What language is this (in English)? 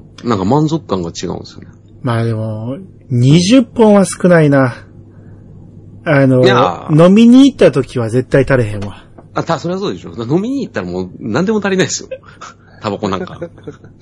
Japanese